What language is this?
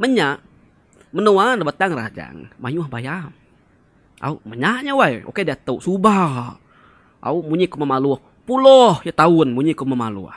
Iban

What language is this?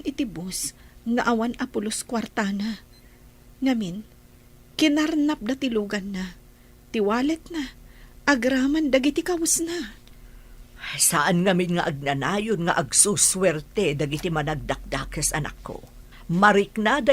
Iloko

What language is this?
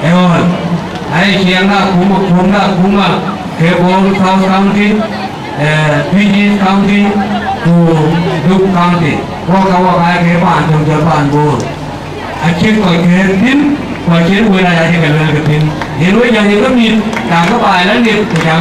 Dinka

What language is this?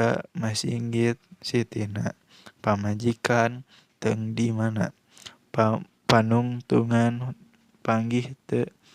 Sundanese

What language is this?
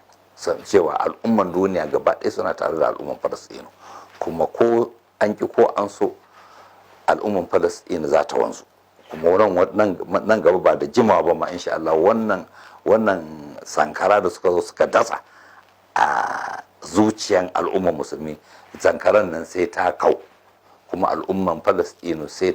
Hausa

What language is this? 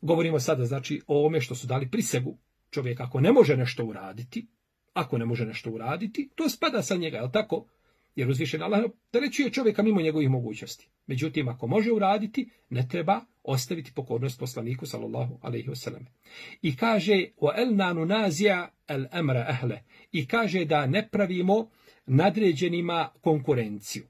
Bosnian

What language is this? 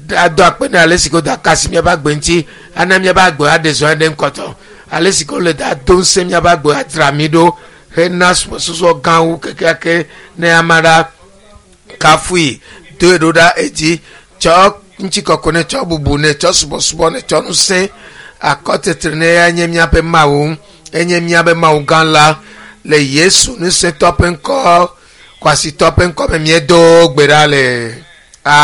Ewe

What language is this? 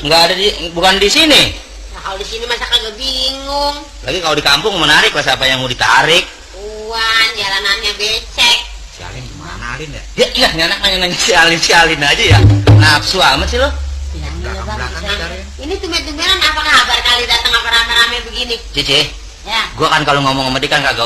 Betawi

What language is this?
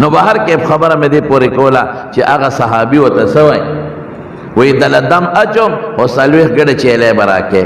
Pashto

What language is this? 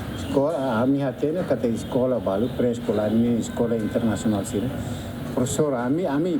Tetum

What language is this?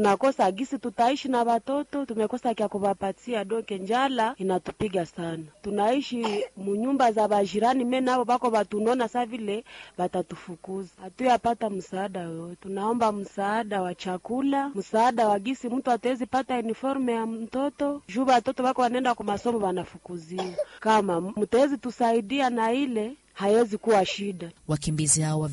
Swahili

